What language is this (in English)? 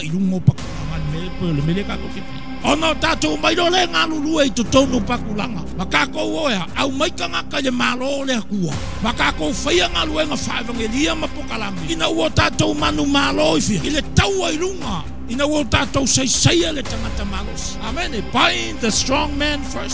Samoan